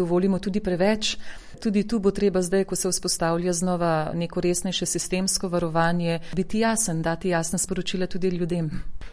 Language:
Slovenian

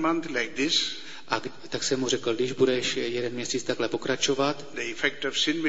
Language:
Czech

